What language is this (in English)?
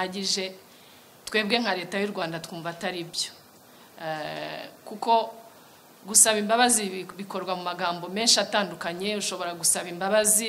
Kinyarwanda